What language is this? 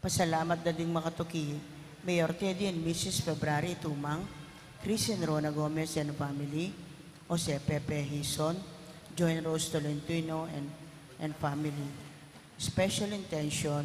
Pampanga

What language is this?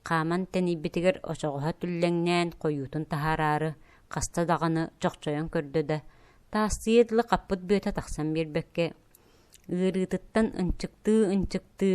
Yakut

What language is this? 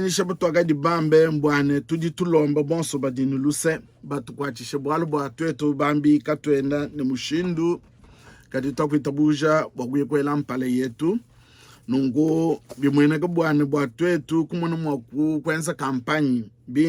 Luba-Lulua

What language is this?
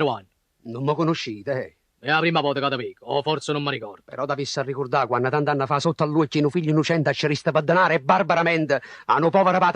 Neapolitan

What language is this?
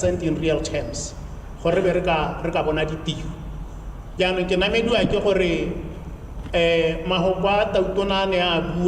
Tswana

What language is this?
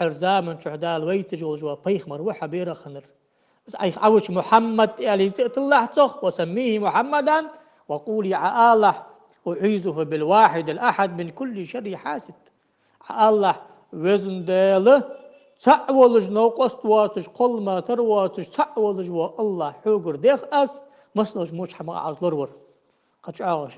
Ingush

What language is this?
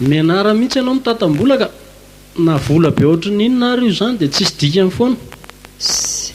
Malagasy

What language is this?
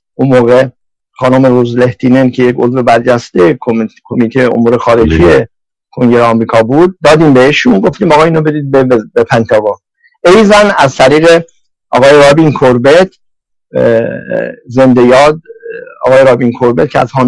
Persian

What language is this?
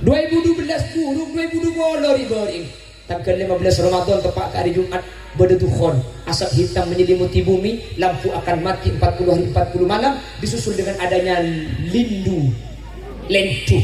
Madurese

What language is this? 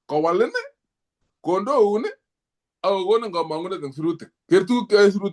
Kalenjin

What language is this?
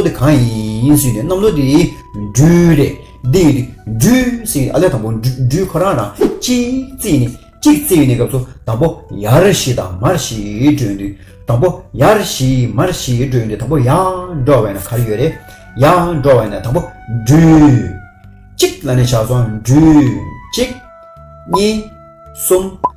Tibetan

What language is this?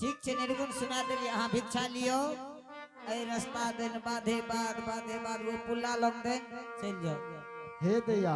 Angika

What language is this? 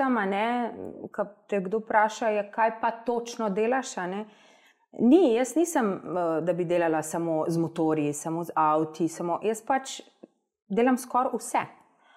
Slovenian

